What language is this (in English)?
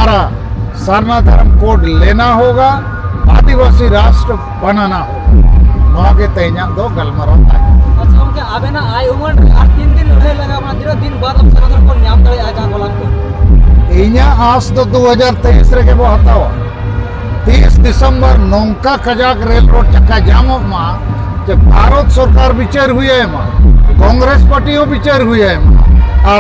Santali